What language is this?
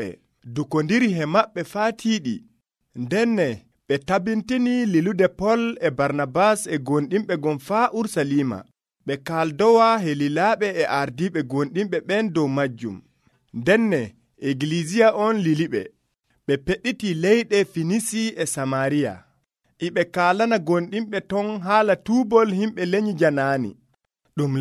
Nigerian Fulfulde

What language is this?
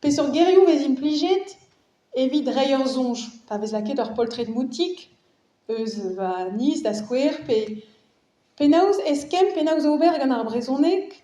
Breton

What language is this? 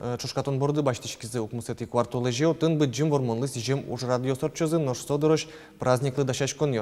Udmurt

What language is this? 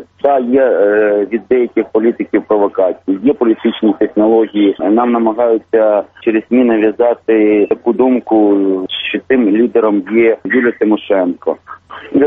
Ukrainian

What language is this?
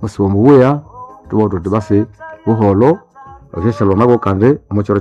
Nande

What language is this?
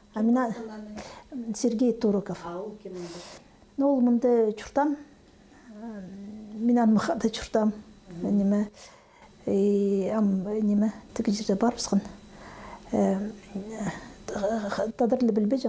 Khakas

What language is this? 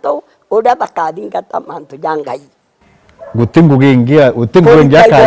Meru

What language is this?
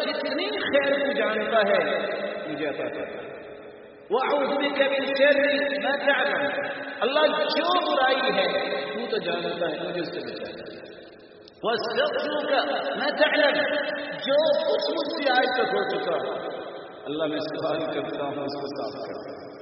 Urdu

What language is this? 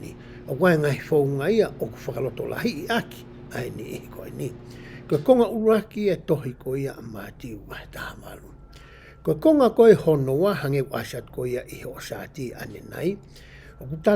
Tongan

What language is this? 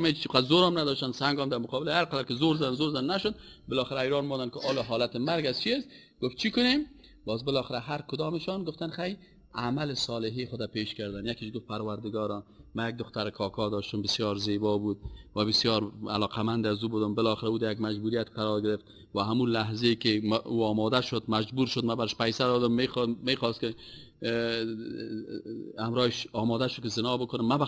Persian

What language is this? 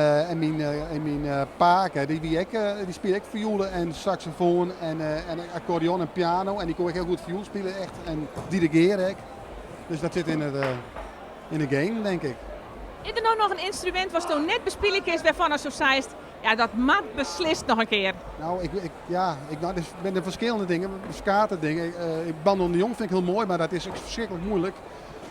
Western Frisian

